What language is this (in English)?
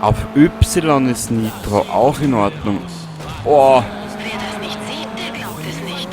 Bavarian